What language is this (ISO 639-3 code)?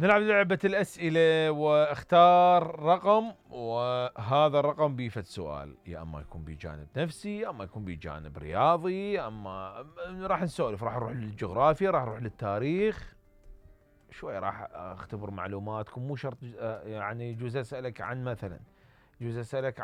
acm